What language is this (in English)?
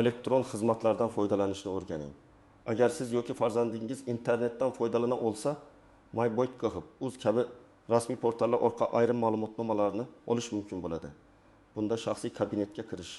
Uzbek